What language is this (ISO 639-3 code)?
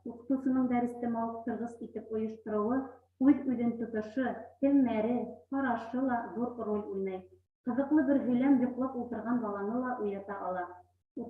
bak